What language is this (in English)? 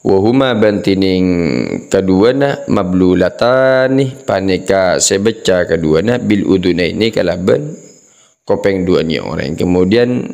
Madurese